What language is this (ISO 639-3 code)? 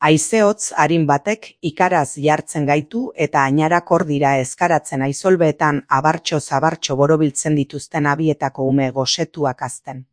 eus